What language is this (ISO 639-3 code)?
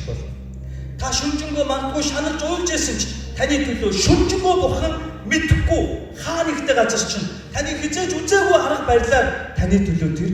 mon